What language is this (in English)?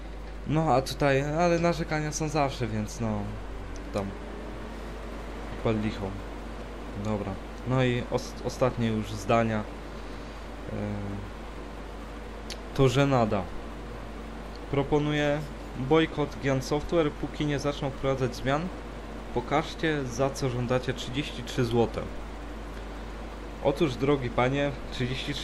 Polish